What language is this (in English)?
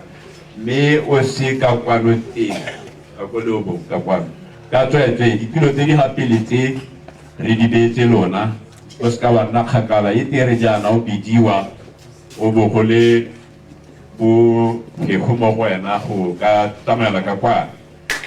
Tswana